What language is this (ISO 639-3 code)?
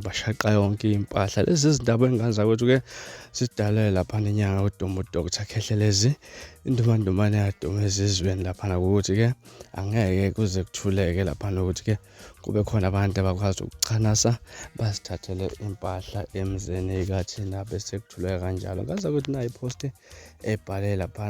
zul